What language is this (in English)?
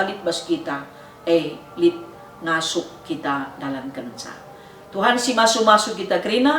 Batak Karo